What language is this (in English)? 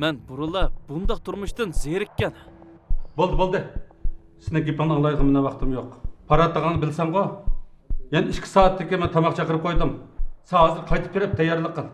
Uyghur